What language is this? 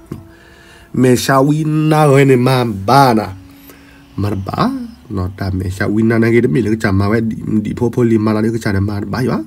S'gaw Karen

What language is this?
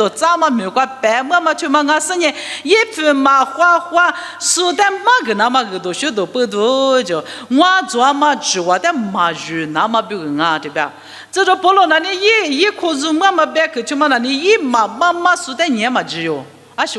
Lisu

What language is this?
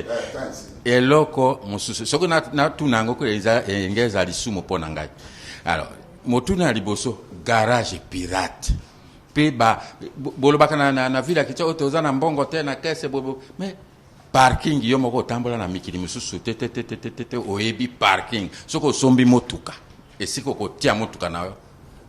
Lingala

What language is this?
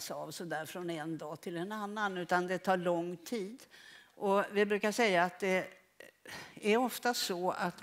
Swedish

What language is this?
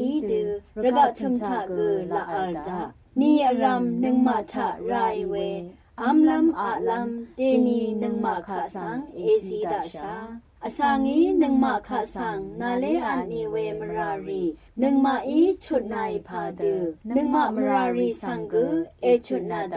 Rawang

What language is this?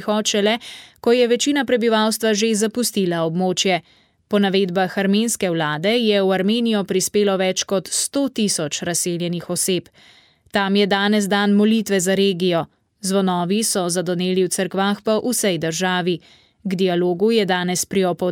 Slovenian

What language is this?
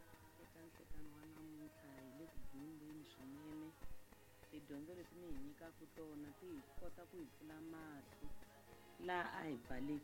Tsonga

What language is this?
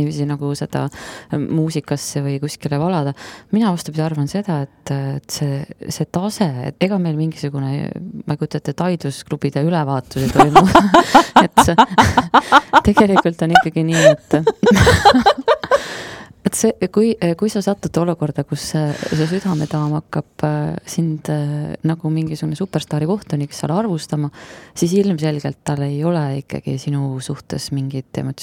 Estonian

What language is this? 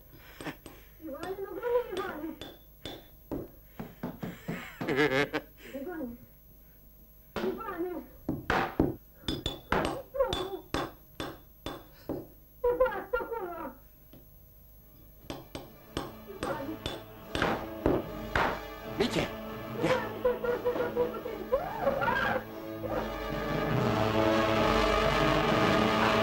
Romanian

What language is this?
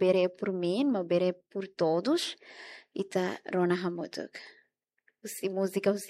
Tetum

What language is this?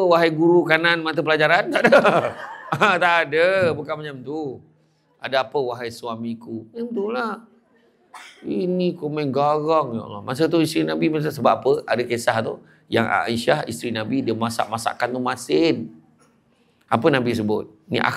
Malay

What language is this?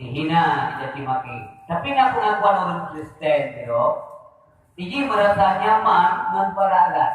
Achinese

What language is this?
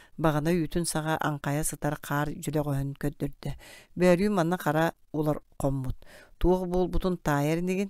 Yakut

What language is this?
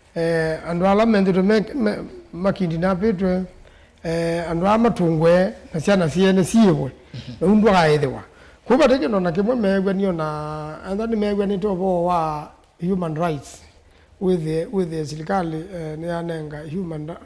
Kamba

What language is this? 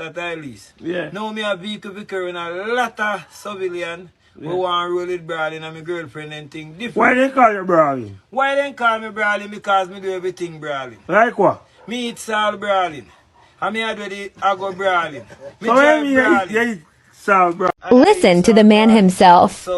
Jamaican Creole English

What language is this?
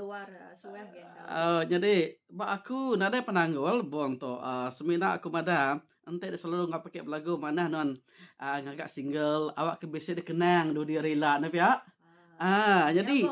Iban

